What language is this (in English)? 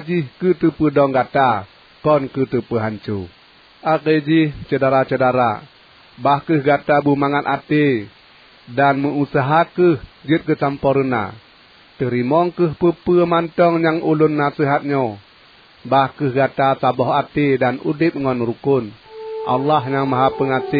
Achinese